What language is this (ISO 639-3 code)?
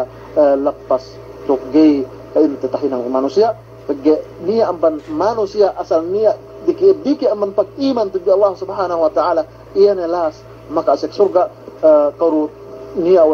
yka